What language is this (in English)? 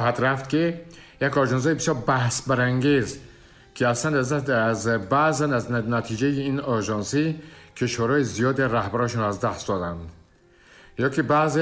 Tajik